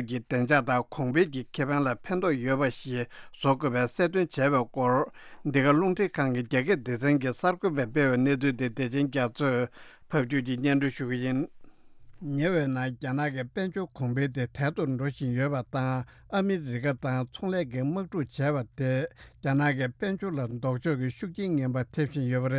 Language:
Tibetan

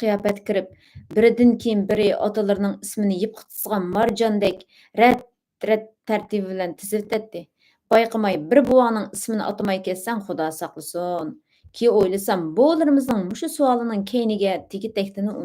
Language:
Uyghur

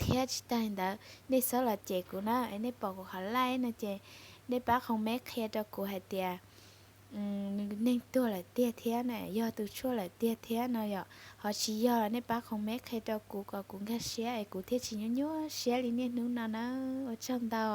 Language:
Hmong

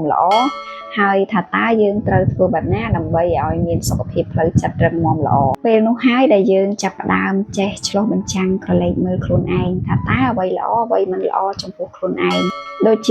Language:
Khmer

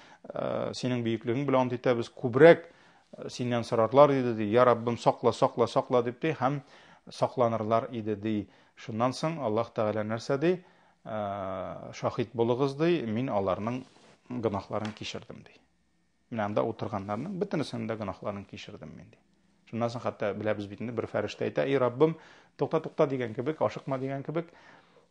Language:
Tatar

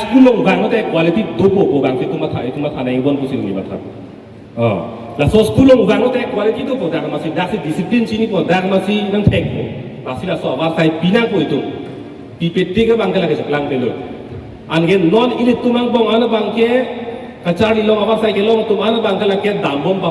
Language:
Karbi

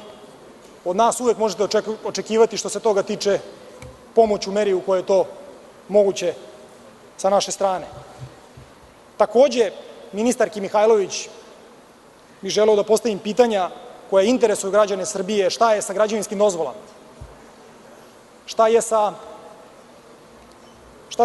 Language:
Serbian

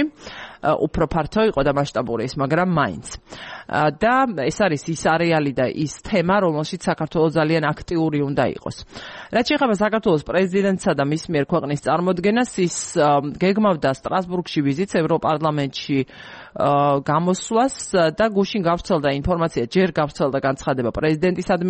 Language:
Georgian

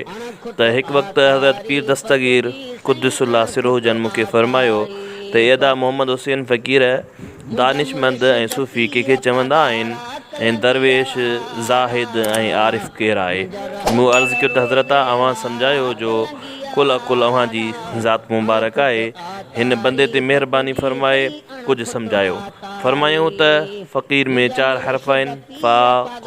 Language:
Sindhi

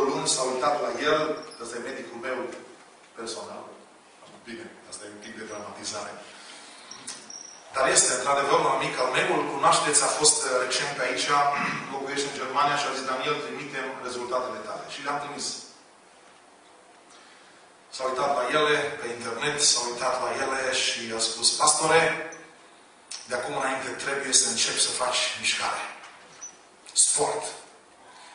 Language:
Romanian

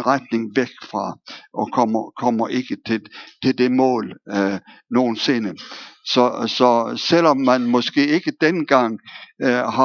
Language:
Danish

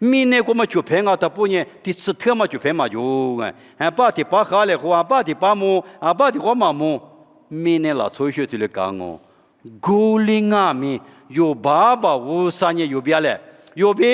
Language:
Lisu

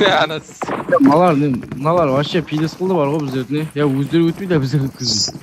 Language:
Kara-Kalpak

